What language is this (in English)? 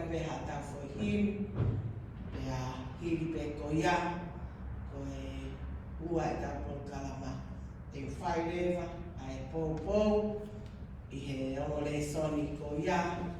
Tongan